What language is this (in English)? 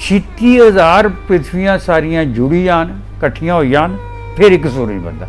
Dogri